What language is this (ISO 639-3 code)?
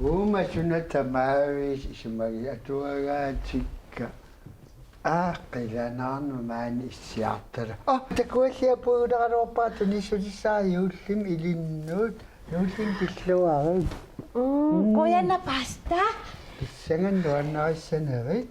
kal